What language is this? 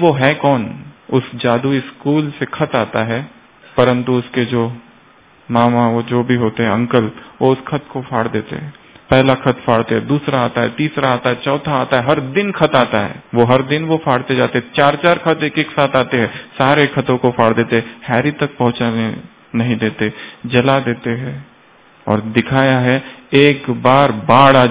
Hindi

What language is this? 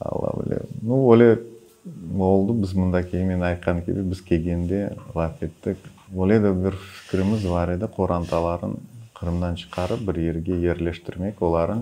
Crimean Tatar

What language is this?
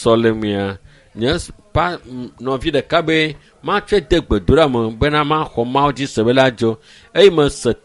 Ewe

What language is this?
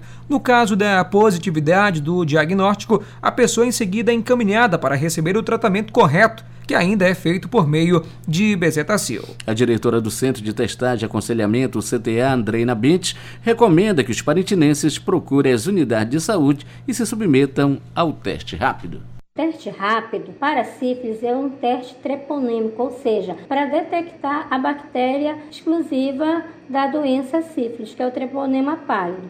Portuguese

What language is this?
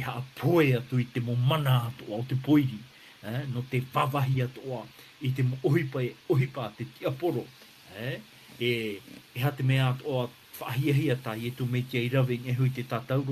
Tahitian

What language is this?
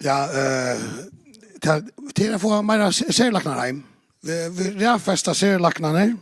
Faroese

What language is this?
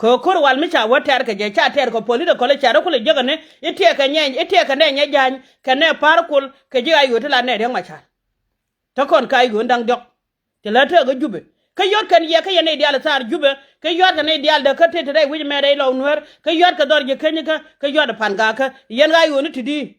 Nuer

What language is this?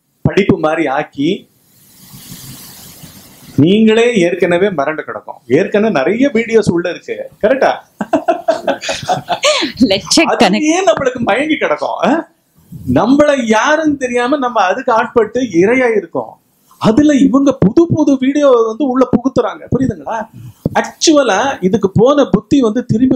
Tamil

